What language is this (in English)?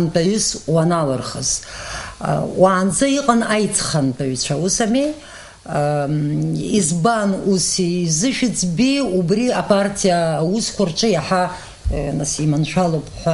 Abkhazian